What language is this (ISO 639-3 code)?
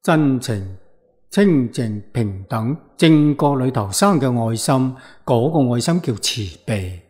yue